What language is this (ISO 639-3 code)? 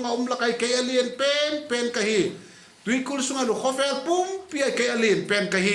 vap